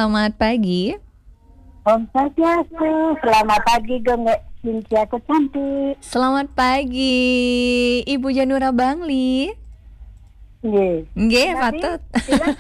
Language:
Balinese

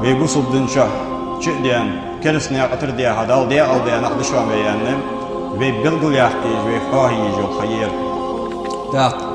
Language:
Ingush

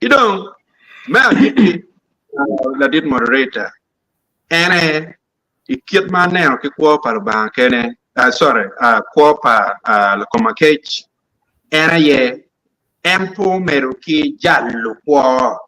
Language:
Acoli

